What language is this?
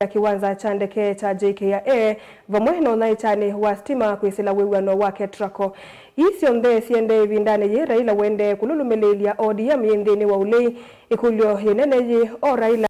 Kamba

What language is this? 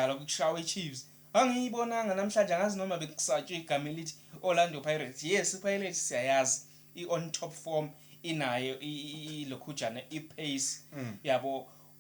Zulu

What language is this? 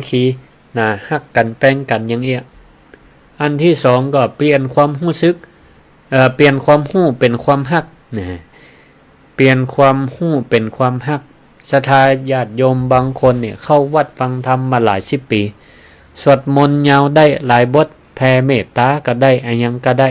Northern Thai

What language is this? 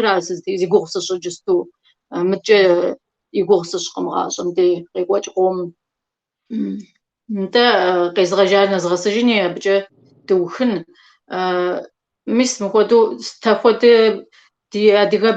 Kabardian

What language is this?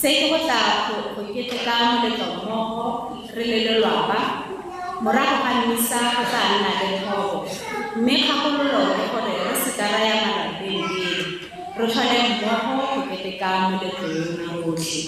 Tswana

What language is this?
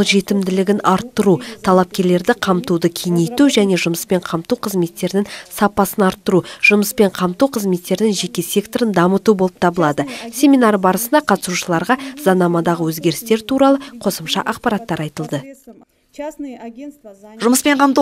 Kazakh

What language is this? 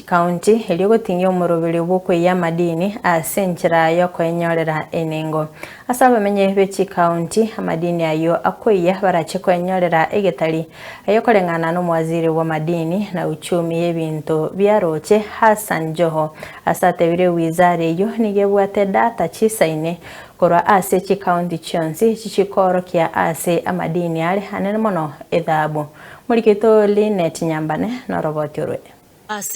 Gusii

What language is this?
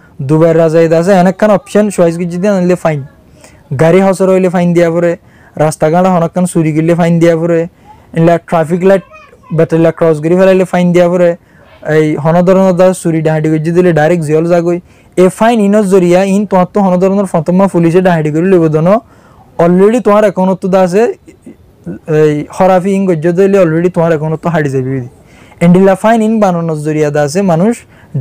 Rohingya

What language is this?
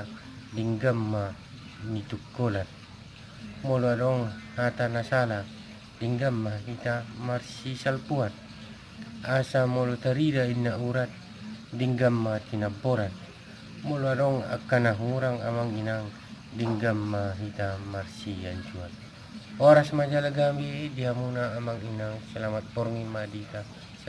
Batak Toba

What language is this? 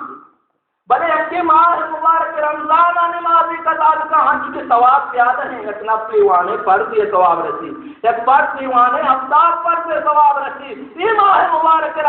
Baluchi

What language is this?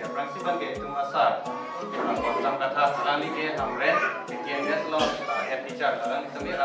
Karbi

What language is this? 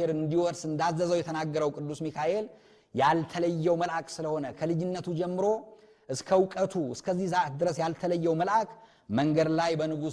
Amharic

